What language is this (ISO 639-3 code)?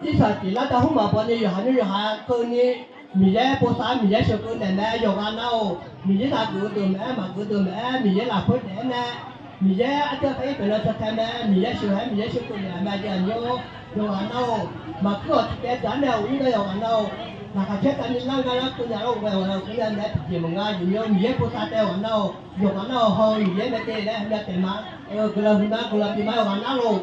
ahk